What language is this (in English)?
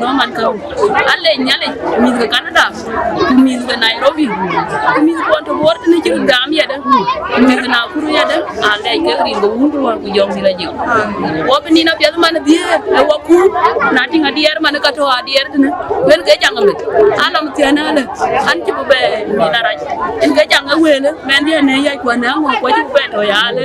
Dinka